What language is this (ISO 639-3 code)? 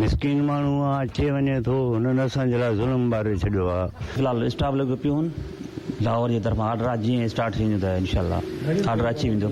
snd